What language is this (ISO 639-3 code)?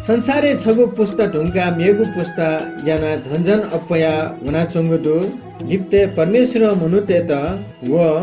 new